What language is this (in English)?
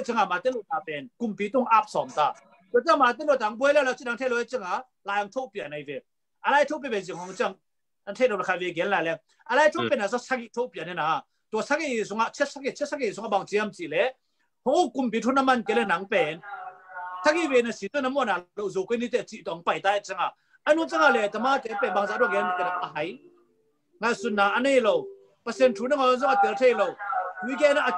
Tedim Chin